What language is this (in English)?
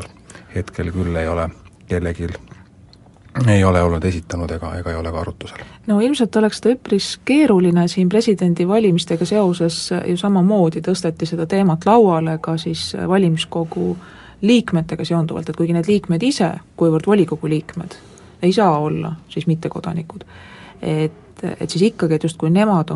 Estonian